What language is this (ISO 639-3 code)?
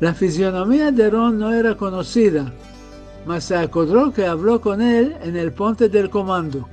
lad